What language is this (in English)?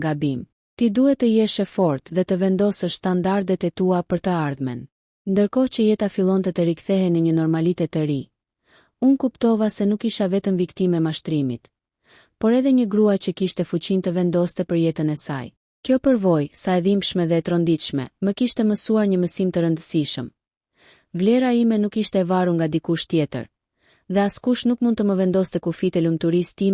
Albanian